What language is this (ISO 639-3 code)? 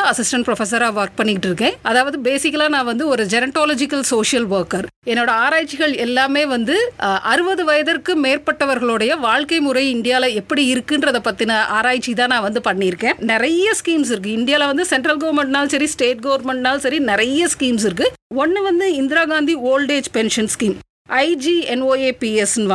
tam